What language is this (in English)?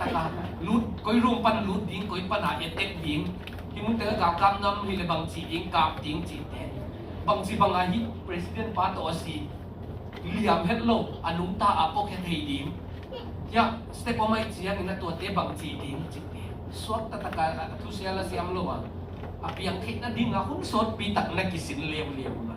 Tedim Chin